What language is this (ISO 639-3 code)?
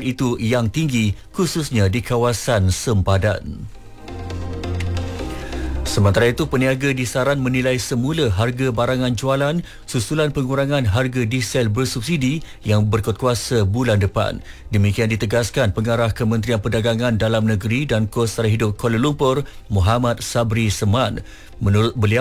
msa